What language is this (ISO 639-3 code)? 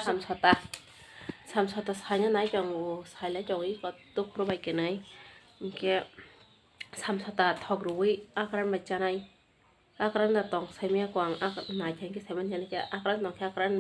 trp